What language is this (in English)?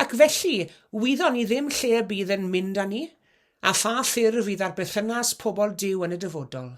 Welsh